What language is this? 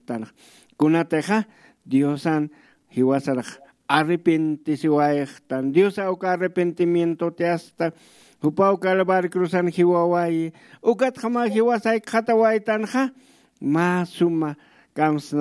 Aymara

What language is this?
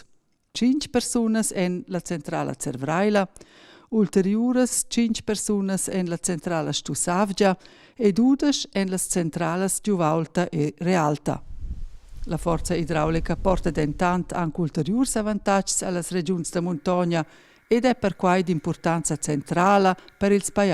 Romansh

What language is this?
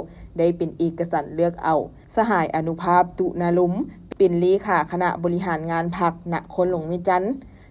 Lao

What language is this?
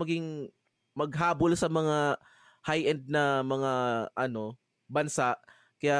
Bikol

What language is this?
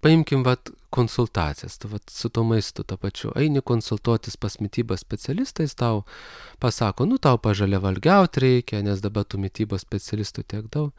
Lithuanian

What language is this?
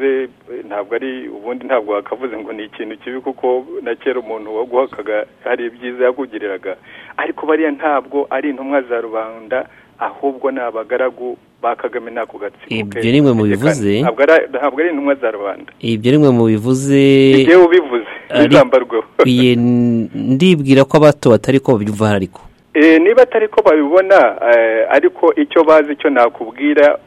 Kinyarwanda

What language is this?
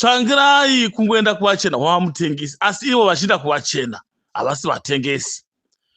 Shona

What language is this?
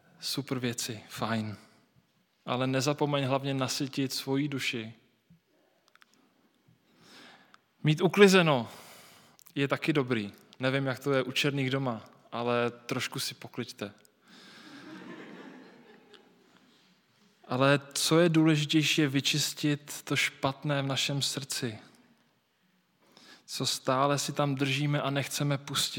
Czech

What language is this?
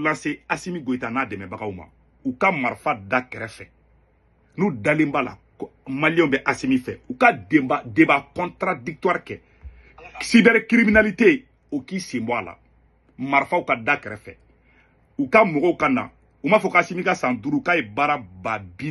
Bambara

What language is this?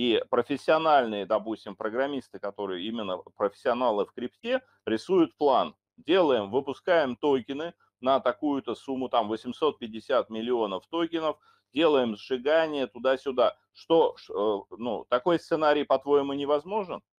Russian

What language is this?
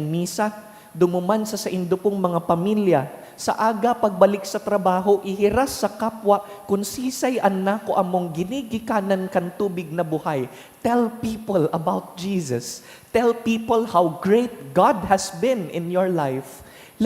Bikol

